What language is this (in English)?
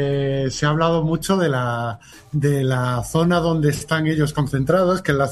Spanish